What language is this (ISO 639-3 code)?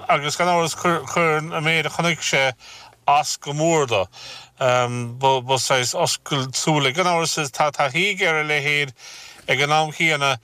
gle